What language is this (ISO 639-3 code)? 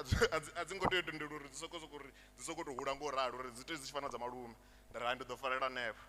ven